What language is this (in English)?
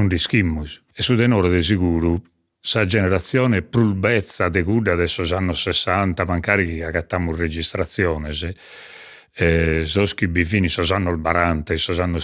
Sardinian